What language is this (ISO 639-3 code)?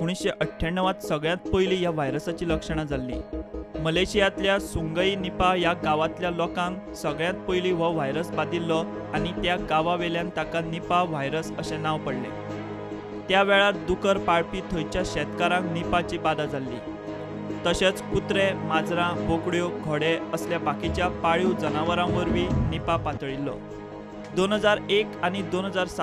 kok